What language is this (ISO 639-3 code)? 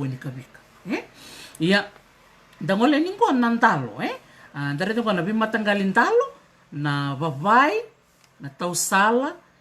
fij